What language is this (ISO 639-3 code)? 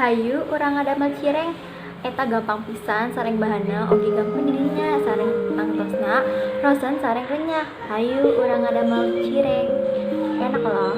sun